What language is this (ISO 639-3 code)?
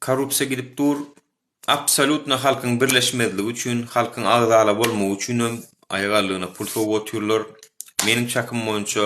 tuk